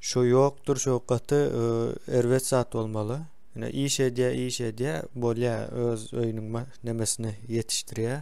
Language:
Turkmen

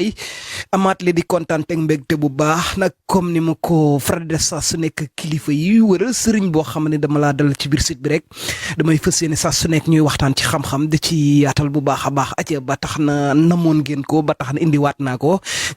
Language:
Wolof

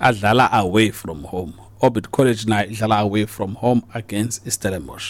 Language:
Xhosa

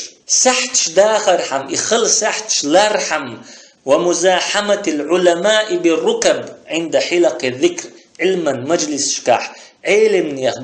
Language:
Chechen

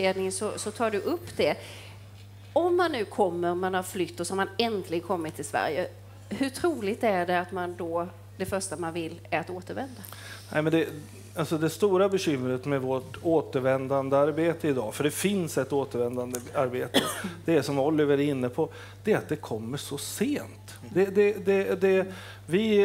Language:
Swedish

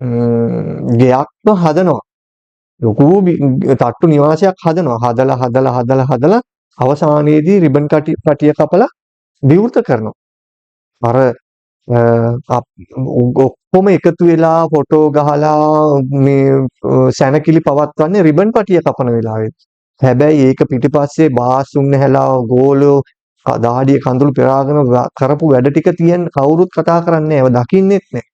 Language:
Sinhala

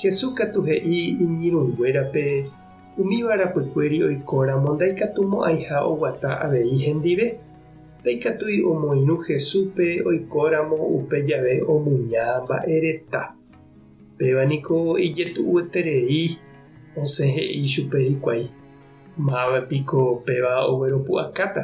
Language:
Guarani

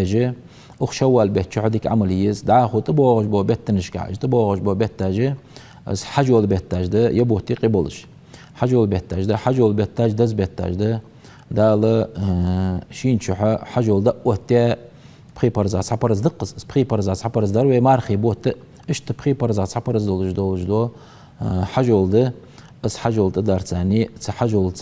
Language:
Ingush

